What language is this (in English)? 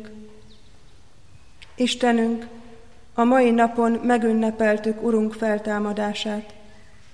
Hungarian